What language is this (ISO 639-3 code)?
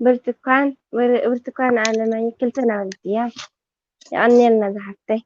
tir